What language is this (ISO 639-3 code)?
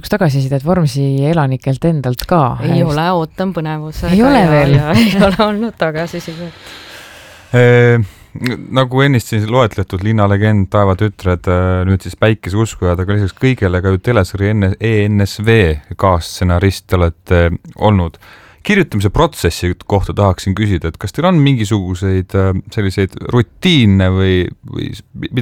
est